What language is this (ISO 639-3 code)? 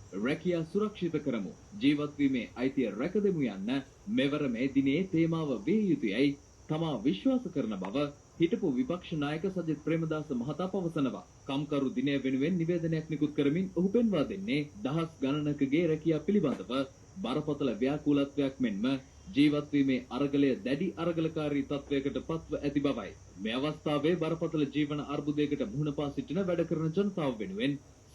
sin